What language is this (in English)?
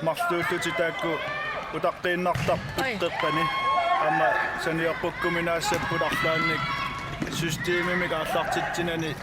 Kalaallisut